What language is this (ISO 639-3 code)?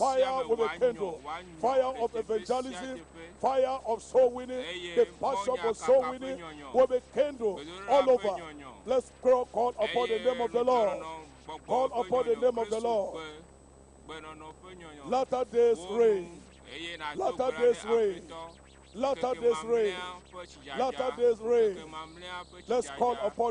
ewe